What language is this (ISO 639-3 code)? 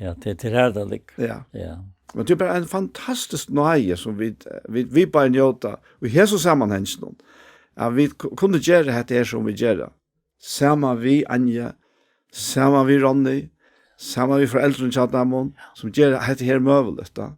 fao